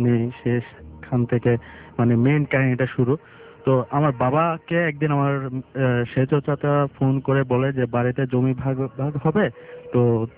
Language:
Bangla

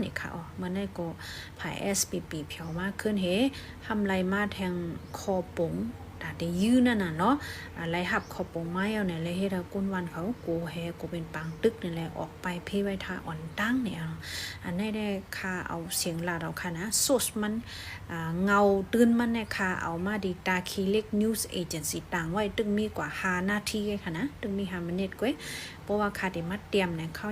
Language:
Shan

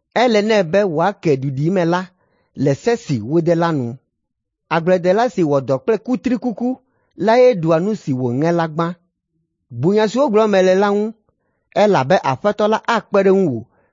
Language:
Ewe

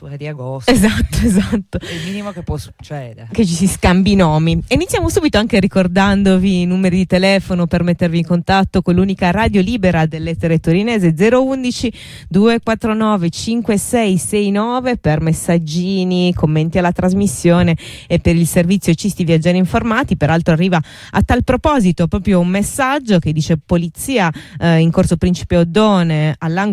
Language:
Italian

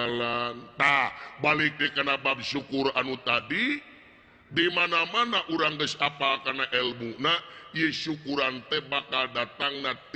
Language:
Sundanese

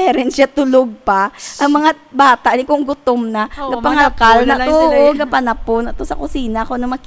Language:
Hiligaynon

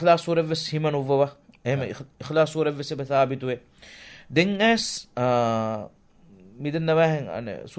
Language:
Divehi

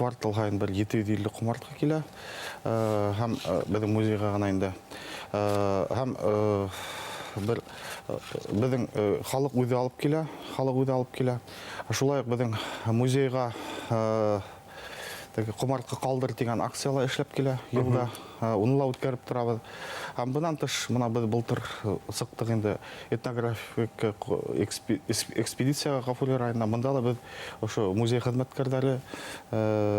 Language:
Bashkir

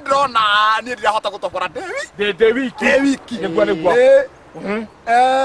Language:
Kikuyu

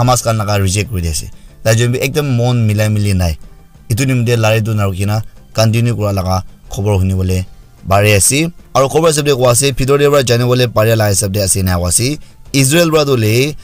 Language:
Naga Pidgin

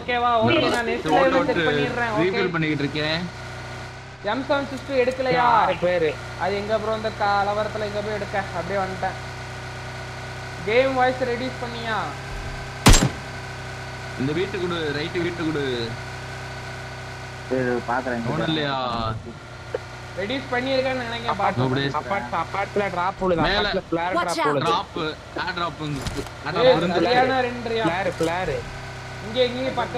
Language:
Tamil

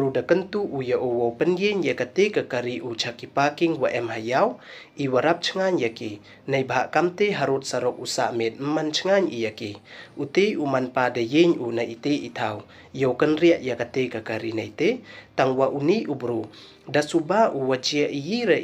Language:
Pnar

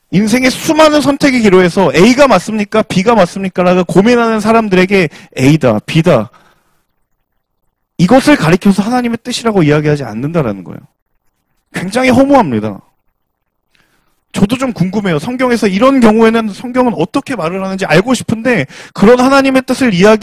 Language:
Korean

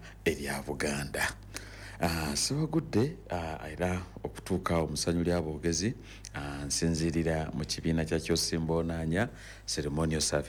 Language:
Ganda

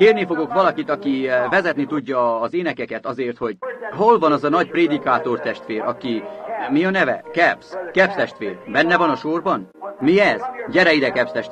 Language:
Hungarian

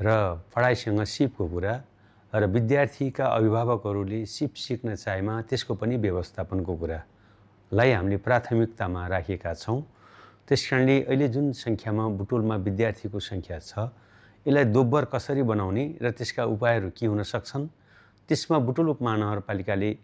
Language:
Nepali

